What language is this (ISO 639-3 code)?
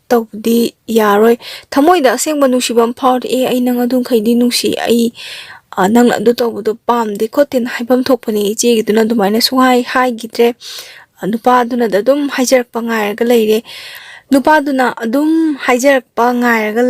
mni